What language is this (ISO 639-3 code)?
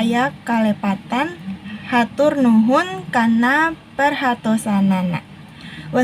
sun